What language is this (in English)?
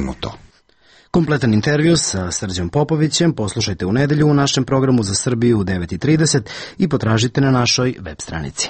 Serbian